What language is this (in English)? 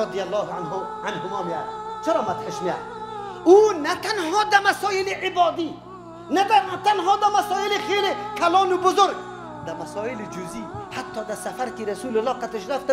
Tajik